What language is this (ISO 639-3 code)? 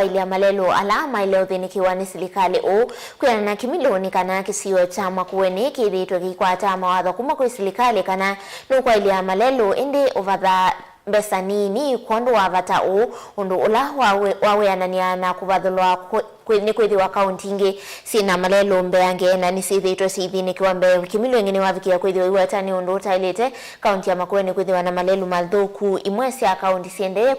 kam